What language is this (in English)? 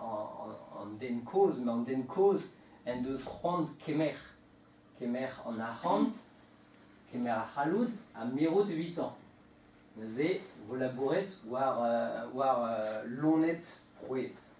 Breton